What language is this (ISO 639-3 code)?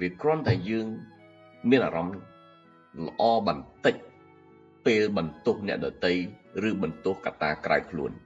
khm